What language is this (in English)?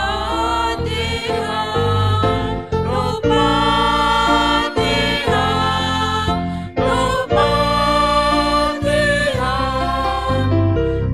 Batak Simalungun